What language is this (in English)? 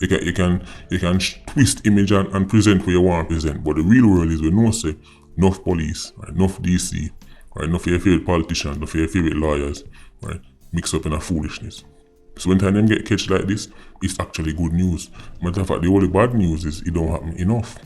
Jamaican Creole English